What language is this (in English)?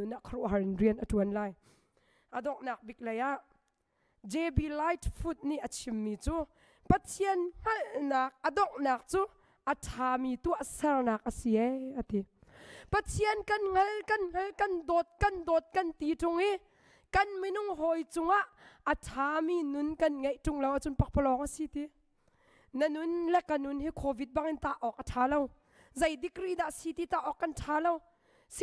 Hakha Chin